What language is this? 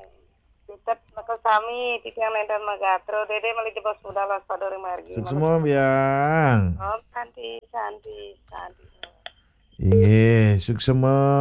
Balinese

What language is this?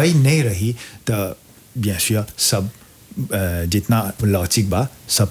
Bhojpuri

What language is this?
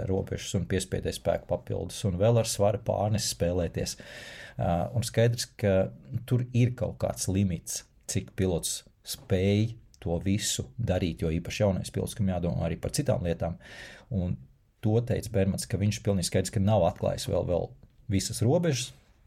Latvian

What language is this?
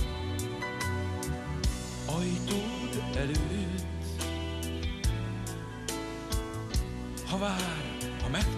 Hungarian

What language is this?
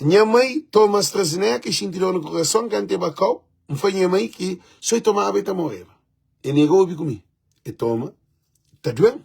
Kabuverdianu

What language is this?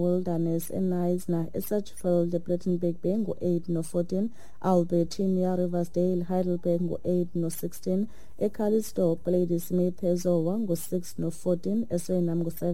Xhosa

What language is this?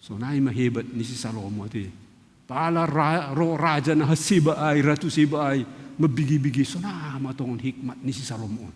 Batak Simalungun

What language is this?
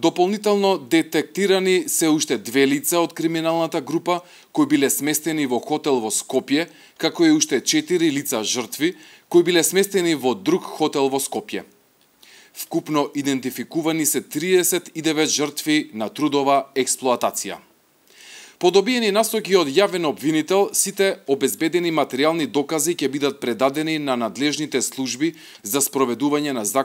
Macedonian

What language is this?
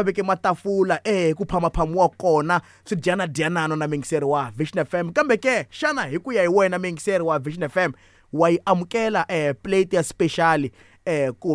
Tsonga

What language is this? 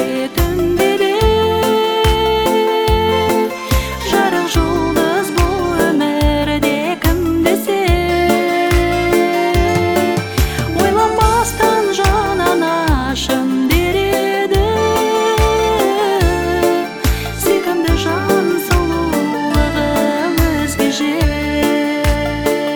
Kazakh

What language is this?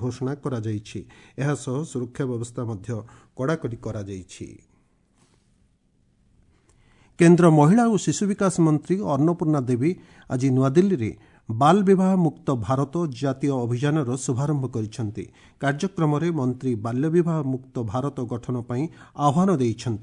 Odia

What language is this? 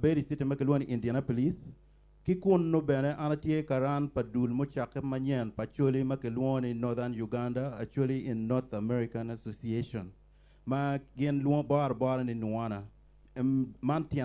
Acoli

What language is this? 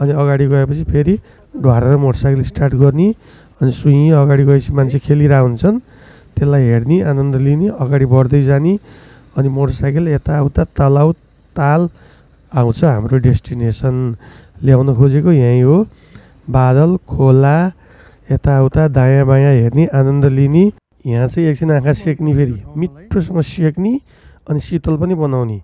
Nepali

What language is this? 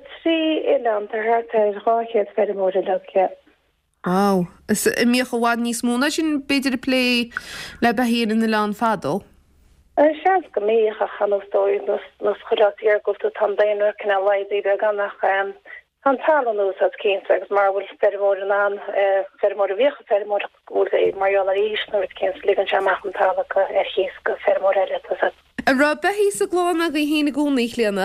Irish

